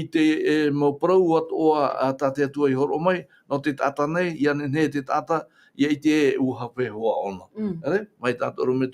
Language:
Tahitian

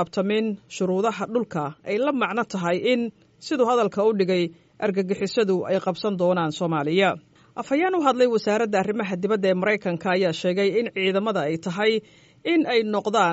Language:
Somali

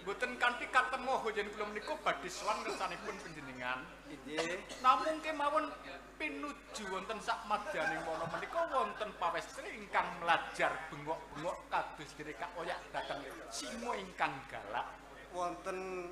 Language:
Javanese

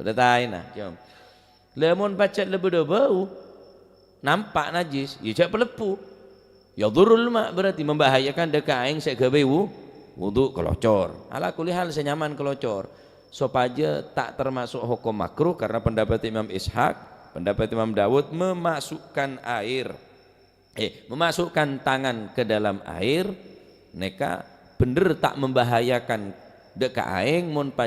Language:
Madurese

